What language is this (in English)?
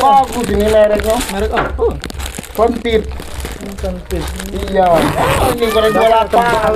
Musi